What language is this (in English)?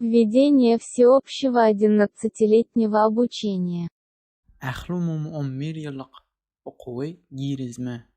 Turkmen